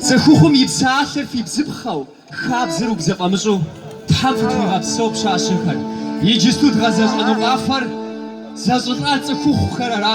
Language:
Kabardian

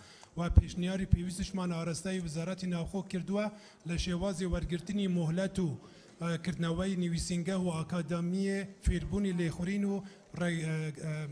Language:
Central Kurdish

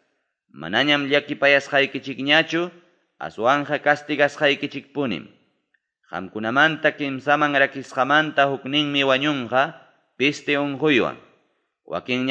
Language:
Ayacucho Quechua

